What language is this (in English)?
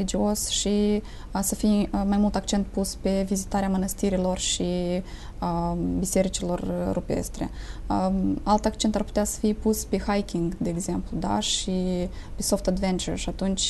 Romanian